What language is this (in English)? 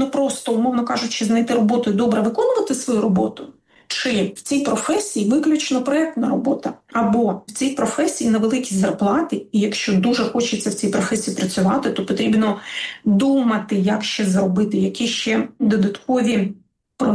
Ukrainian